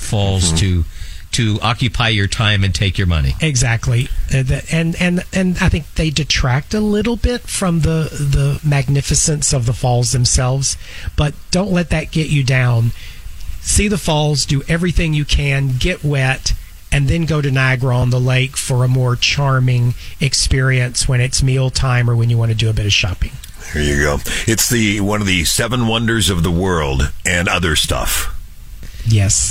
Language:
English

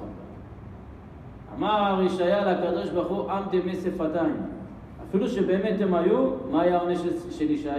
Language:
Hebrew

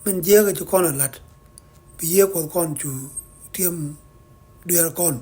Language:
Nuer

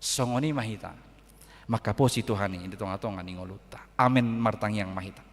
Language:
Batak Toba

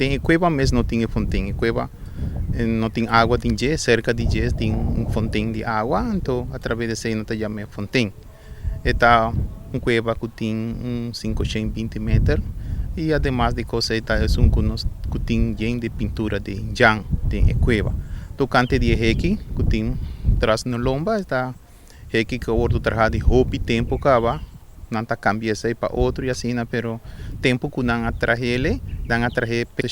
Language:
Papiamento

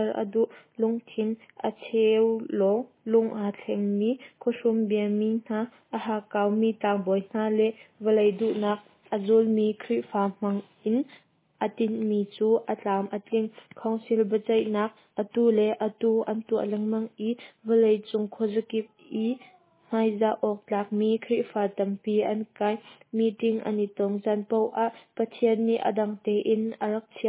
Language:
Hakha Chin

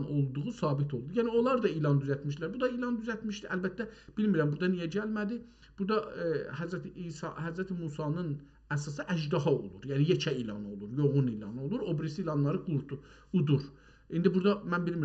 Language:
South Azerbaijani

